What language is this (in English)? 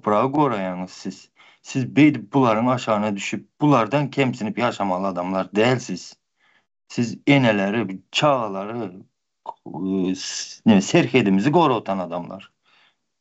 Turkmen